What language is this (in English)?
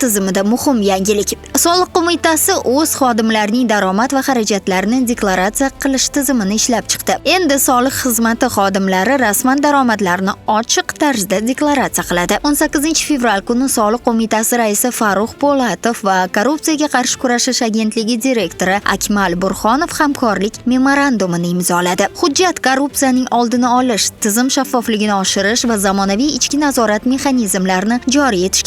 Uzbek